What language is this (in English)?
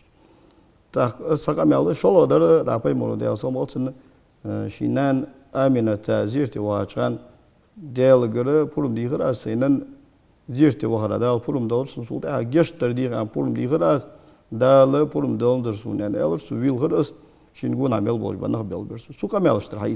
Ingush